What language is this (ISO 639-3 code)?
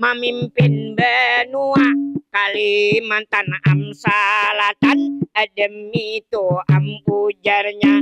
bjn